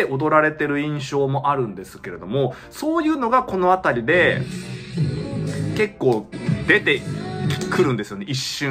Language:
Japanese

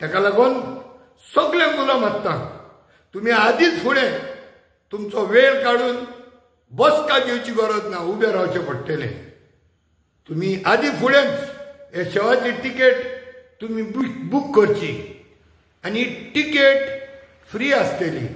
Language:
Konkani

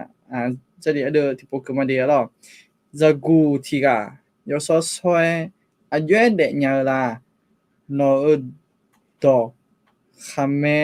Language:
Akha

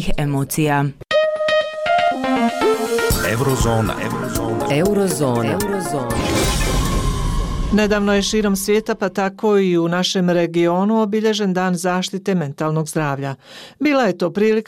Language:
Bosnian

